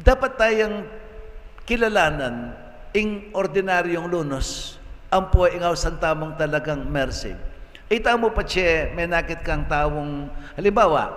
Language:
Pampanga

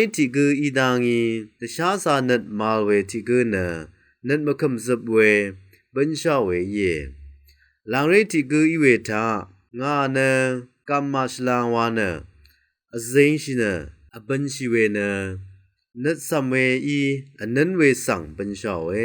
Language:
Rawang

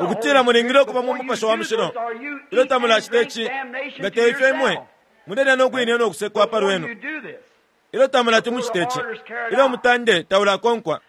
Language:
Bemba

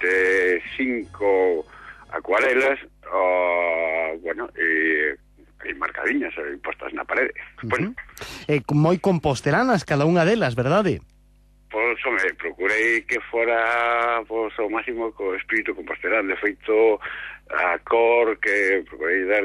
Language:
Galician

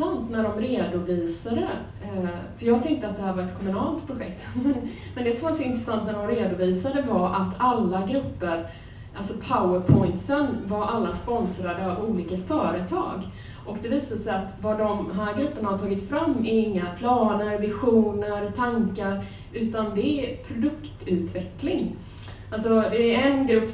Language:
Swedish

